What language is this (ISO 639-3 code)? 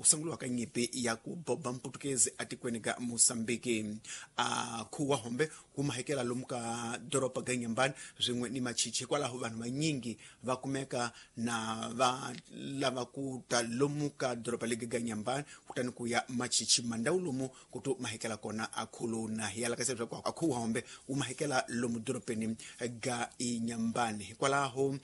tso